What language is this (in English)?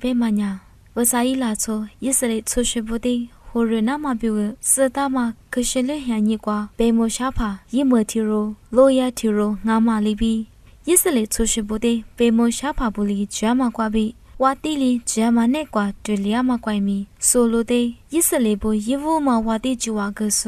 Lisu